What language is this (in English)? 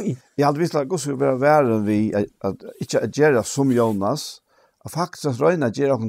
Faroese